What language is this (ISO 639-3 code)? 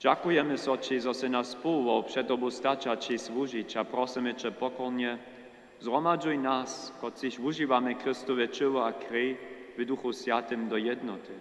hsb